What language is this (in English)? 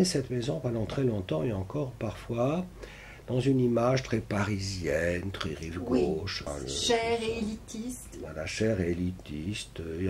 French